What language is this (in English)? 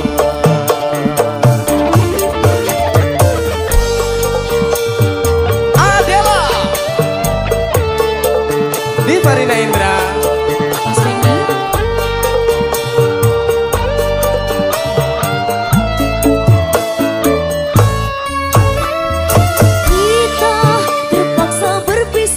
Indonesian